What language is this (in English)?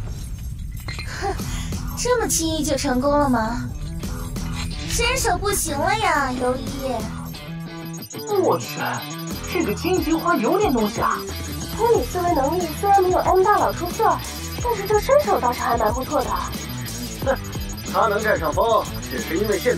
Chinese